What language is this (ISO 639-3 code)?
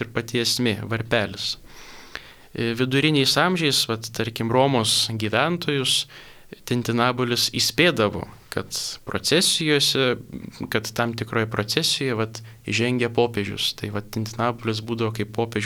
lit